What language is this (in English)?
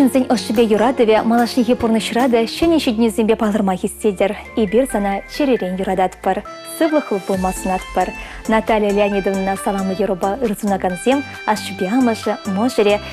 Chuvash